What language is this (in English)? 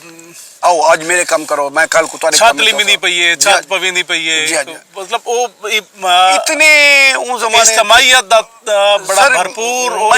Saraiki